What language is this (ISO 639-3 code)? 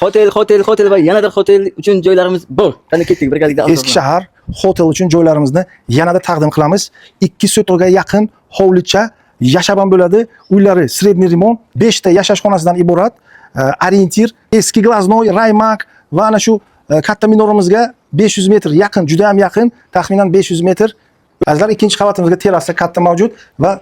uzb